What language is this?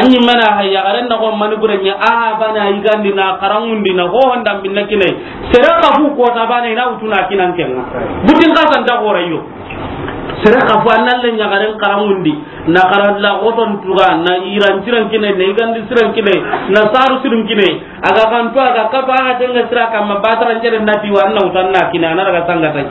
Soninke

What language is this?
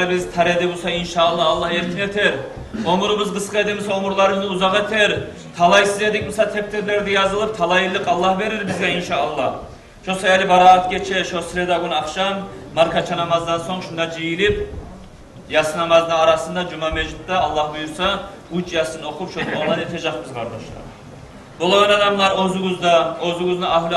Kumyk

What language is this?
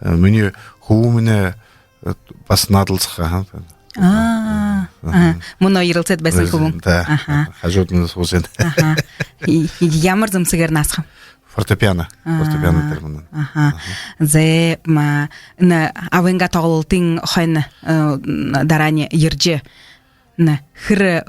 Buriat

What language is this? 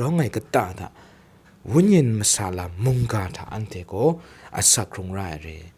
Kachin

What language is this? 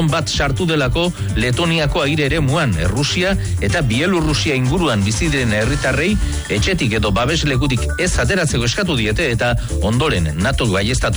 Basque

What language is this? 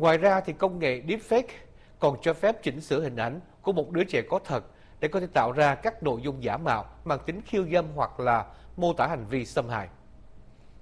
Vietnamese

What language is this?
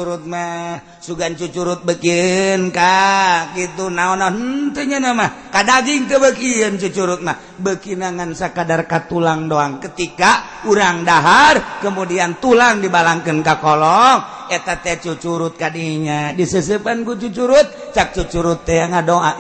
Sundanese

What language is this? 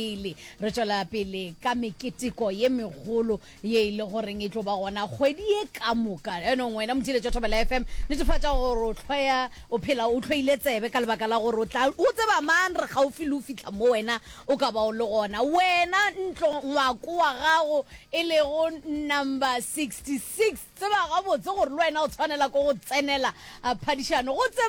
Northern Sotho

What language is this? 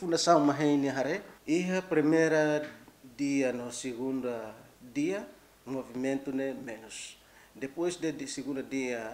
Tetum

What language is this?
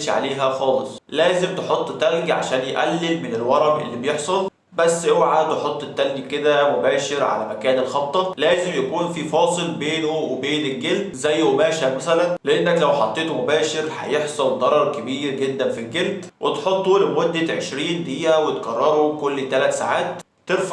Egyptian Arabic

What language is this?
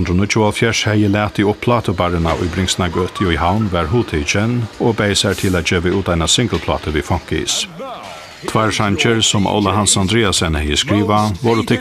Faroese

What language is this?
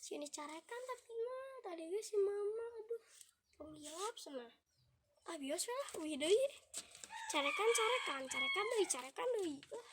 Sundanese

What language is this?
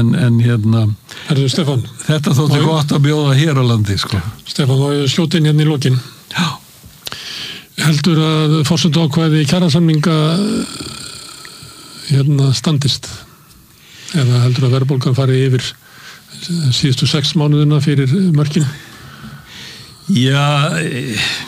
Icelandic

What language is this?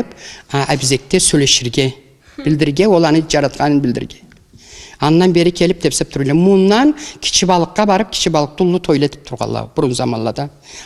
Karachay-Balkar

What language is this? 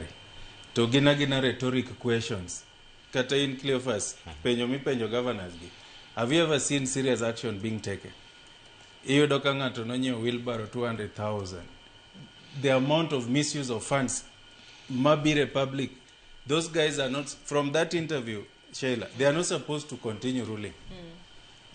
Luo (Kenya and Tanzania)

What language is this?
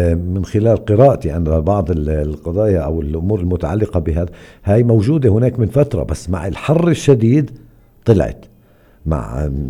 North Levantine Arabic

